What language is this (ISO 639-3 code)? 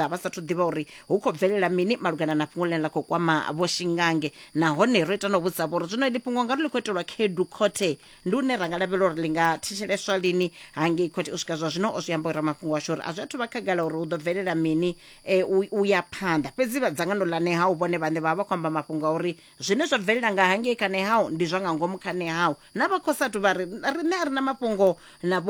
ven